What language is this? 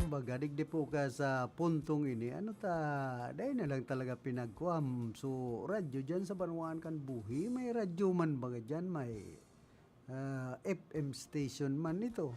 Bikol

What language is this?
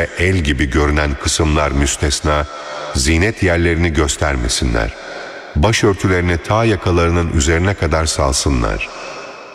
Turkish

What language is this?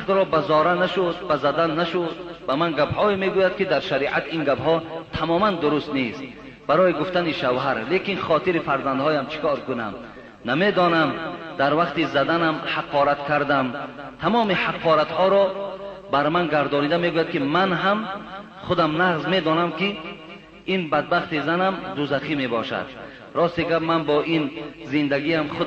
Tajik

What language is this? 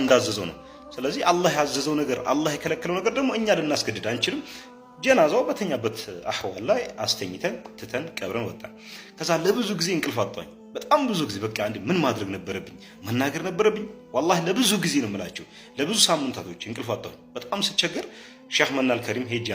Amharic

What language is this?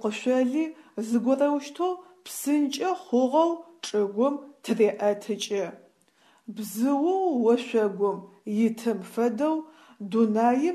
Adyghe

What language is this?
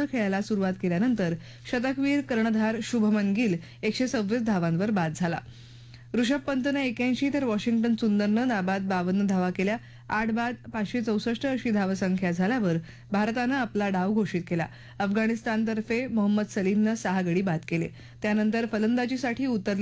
Marathi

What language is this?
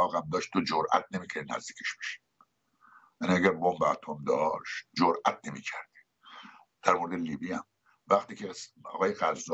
Persian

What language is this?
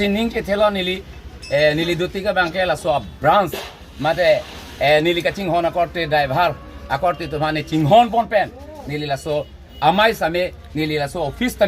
Karbi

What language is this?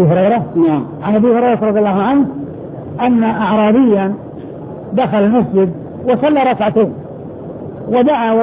Arabic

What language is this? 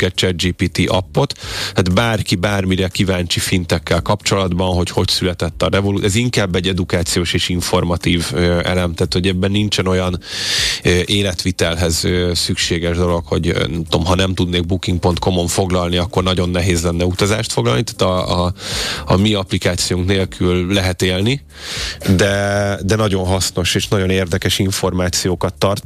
Hungarian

